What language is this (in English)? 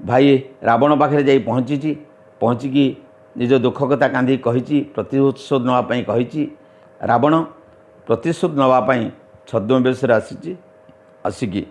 Odia